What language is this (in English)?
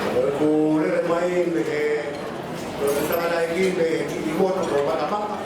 Tongan